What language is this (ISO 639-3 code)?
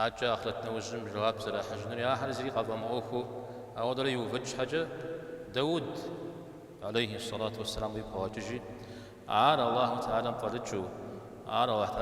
kbd